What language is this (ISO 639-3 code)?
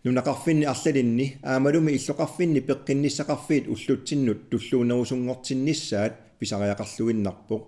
kal